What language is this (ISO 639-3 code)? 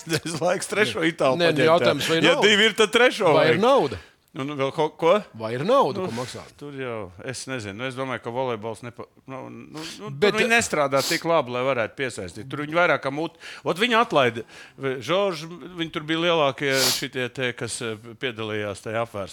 lav